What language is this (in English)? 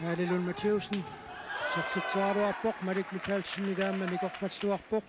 Kalaallisut